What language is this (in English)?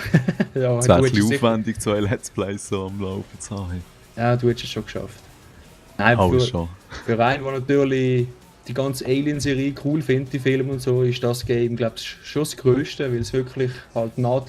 Swiss German